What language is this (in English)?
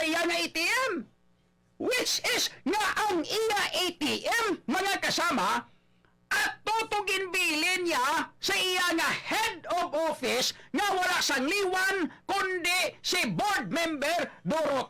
Hiligaynon